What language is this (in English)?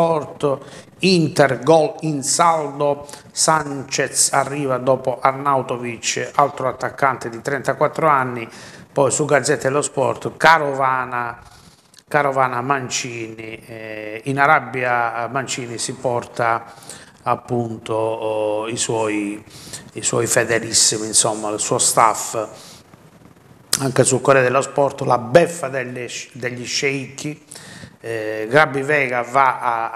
Italian